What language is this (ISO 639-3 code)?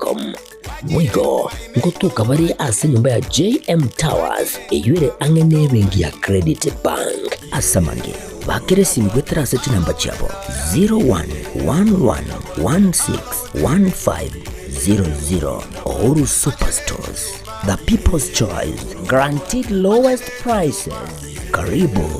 guz